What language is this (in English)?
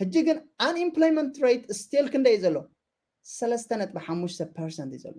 Tigrinya